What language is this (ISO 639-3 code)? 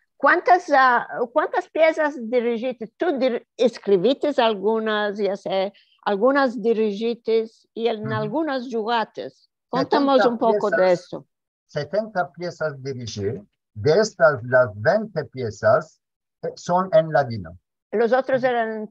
lad